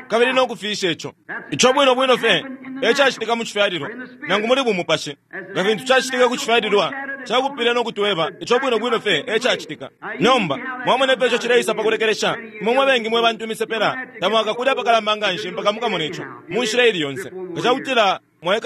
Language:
Bemba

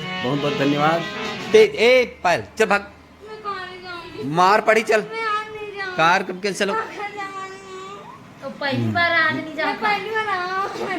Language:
Chhattisgarhi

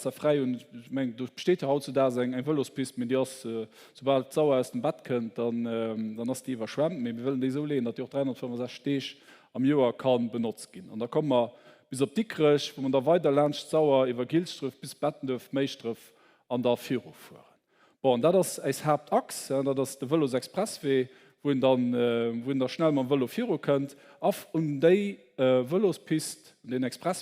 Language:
Luxembourgish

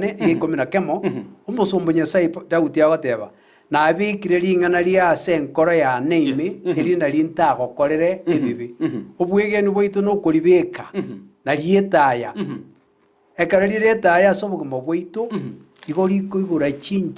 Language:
Gusii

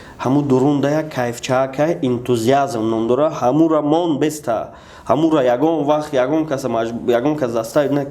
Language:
Tajik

